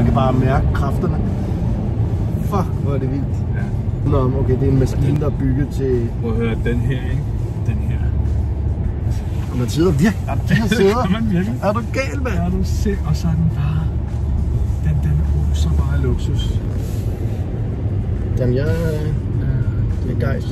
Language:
Danish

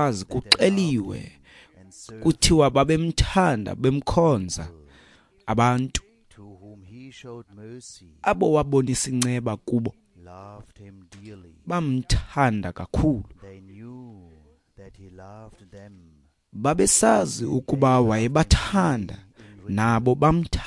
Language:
Xhosa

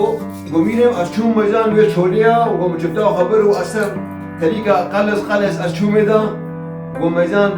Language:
Kurdish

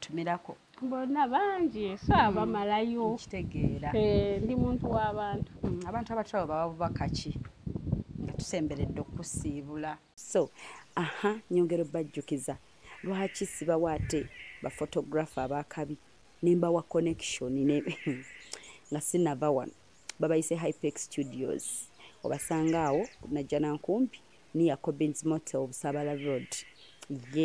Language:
Ganda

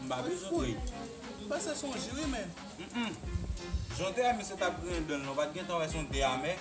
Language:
Haitian Creole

